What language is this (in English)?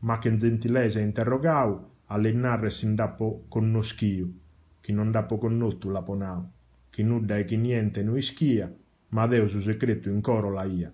Sardinian